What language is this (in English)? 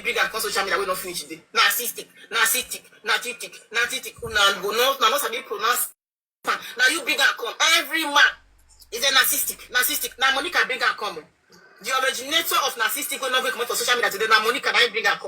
Nigerian Pidgin